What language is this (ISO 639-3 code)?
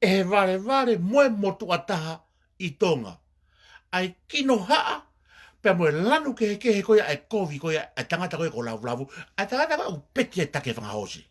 ton